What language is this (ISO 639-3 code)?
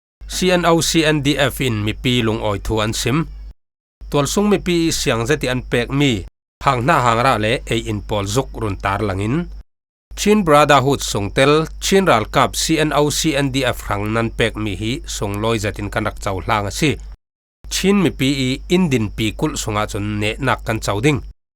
cfm